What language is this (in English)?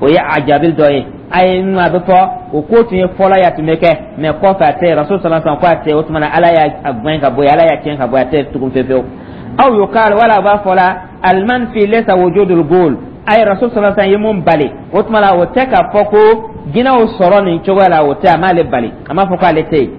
Dyula